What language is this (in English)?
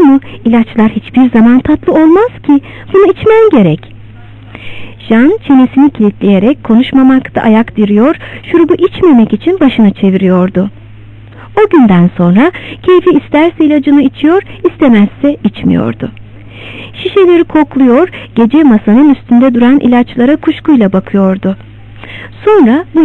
Turkish